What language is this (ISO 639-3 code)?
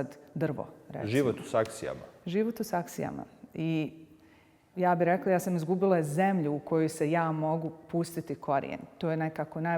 bos